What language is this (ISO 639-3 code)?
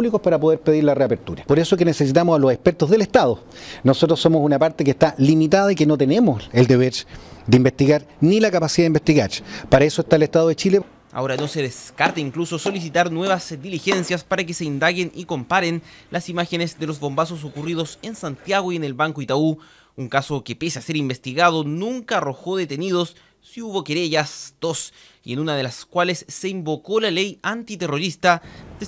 spa